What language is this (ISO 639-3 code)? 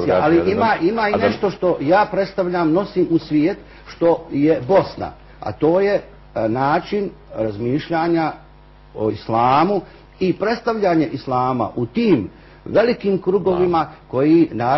bos